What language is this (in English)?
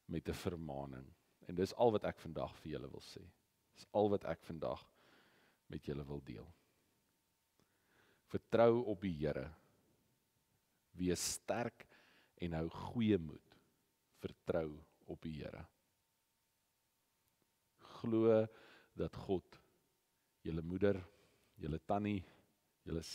Afrikaans